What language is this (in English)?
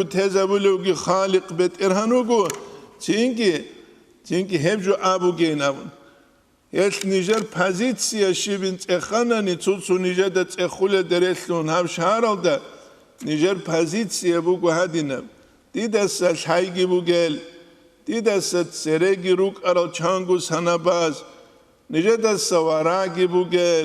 Avaric